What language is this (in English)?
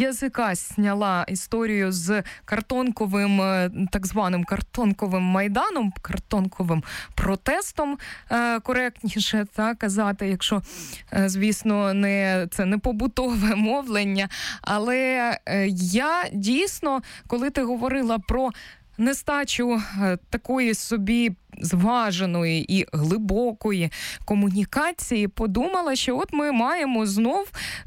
Ukrainian